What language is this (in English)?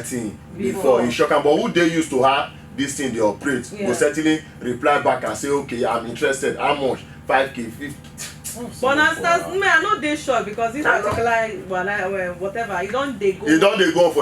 Nigerian Pidgin